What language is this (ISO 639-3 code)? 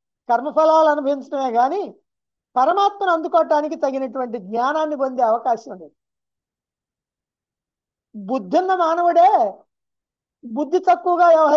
tel